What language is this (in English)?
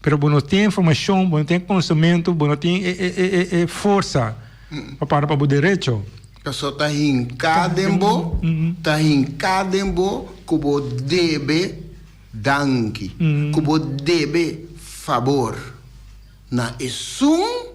Papiamento